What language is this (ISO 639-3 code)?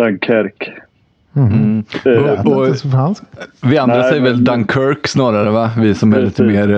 swe